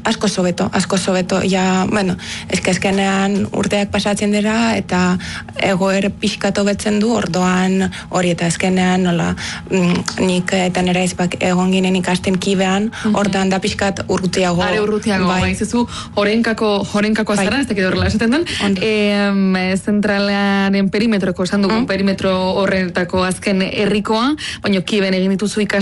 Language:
Basque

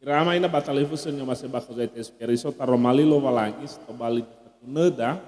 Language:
Nias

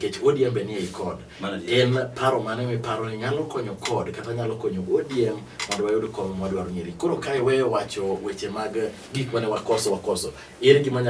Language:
Luo (Kenya and Tanzania)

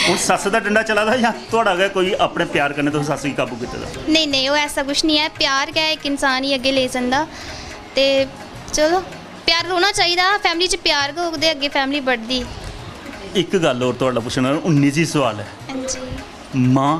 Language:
Dogri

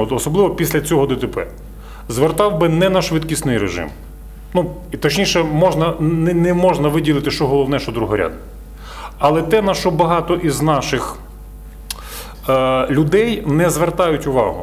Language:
Ukrainian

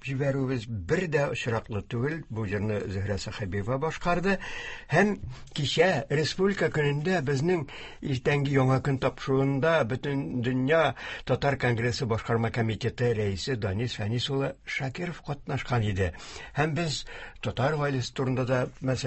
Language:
Tatar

